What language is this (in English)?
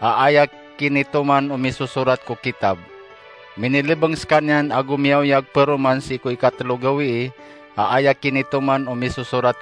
Maranao